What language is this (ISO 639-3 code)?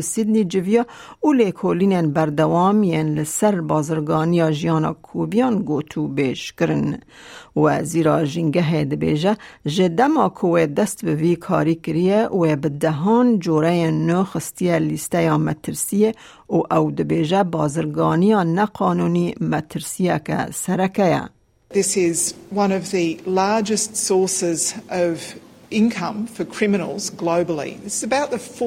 kur